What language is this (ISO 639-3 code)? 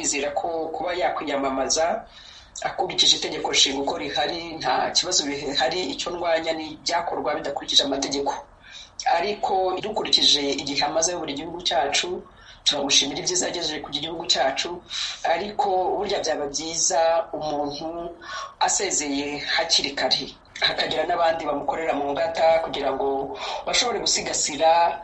kin